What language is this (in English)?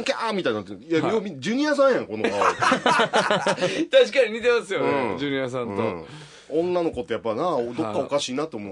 Japanese